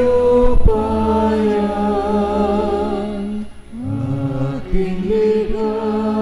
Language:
Pampanga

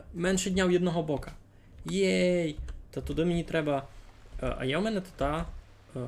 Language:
Rusyn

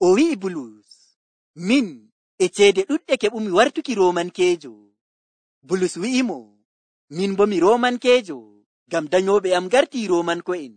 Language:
Nigerian Fulfulde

